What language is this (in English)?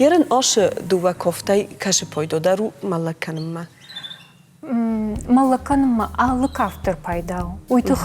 Ossetic